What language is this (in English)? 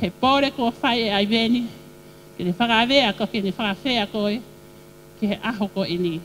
Tongan